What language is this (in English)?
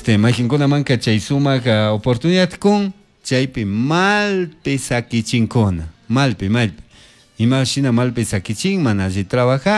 Chimborazo Highland Quichua